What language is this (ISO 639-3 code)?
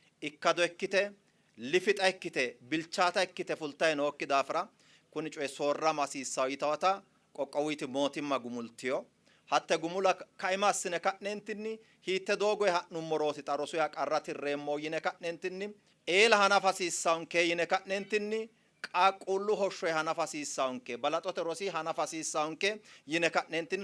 sid